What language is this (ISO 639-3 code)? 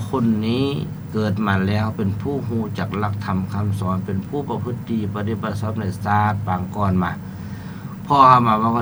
lao